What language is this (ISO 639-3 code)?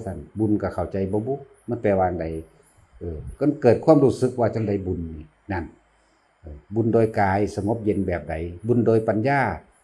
lao